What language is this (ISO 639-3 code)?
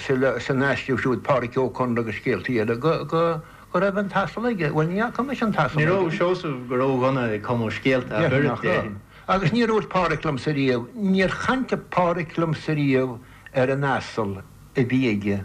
gle